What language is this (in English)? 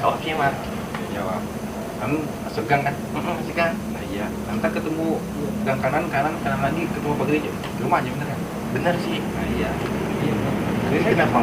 Betawi